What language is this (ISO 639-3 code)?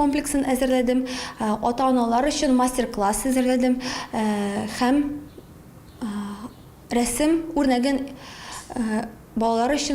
tat